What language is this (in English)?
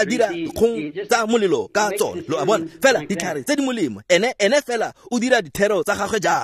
Tswana